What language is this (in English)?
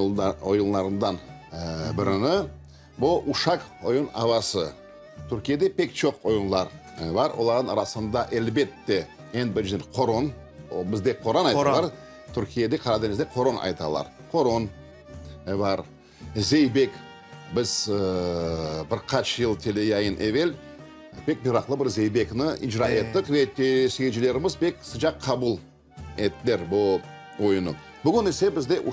Crimean Tatar